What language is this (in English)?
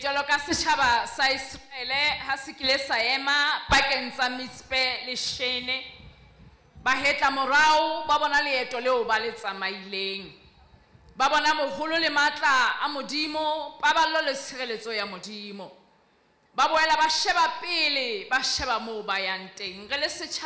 Southern Sotho